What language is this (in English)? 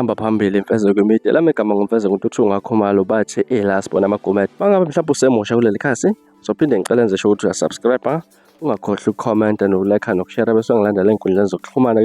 Zulu